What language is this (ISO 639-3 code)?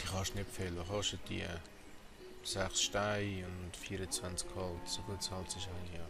gsw